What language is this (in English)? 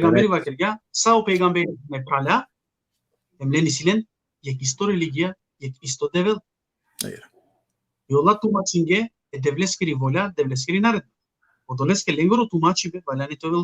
Balkan Romani